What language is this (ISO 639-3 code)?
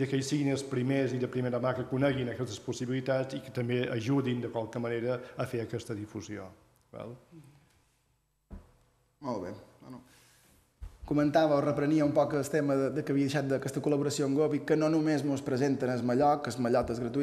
cat